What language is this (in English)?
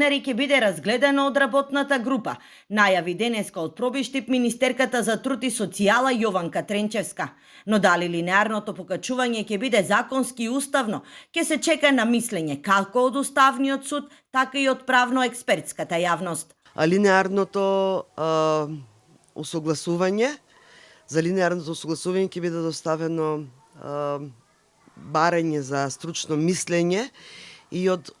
Macedonian